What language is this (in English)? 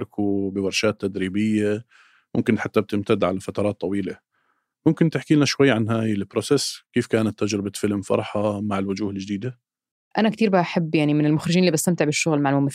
North Levantine Arabic